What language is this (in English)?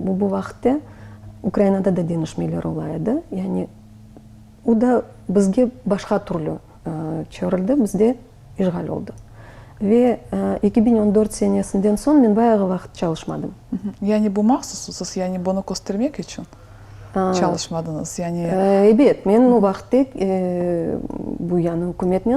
Crimean Tatar